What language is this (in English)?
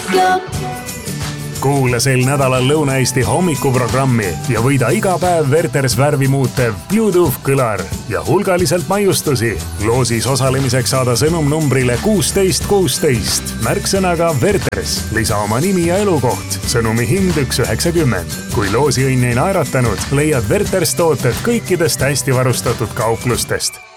Estonian